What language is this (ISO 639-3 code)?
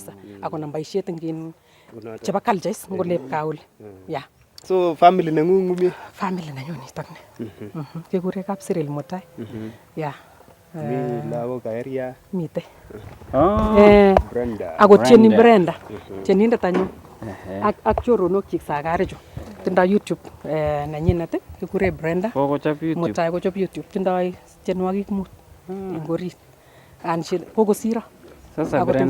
niq